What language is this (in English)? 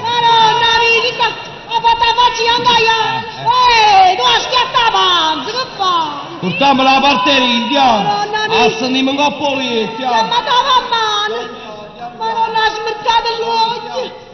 Neapolitan